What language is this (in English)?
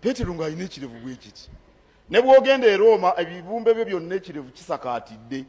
Ganda